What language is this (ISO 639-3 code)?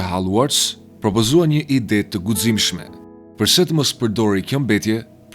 sqi